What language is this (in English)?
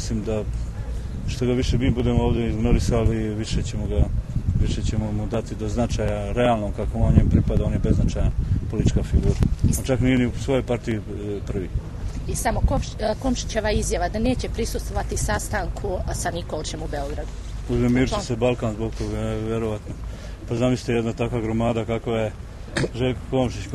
Bosnian